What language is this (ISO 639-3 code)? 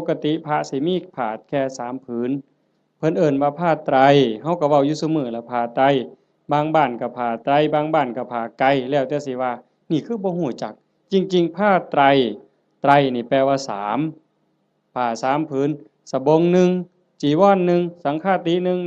lao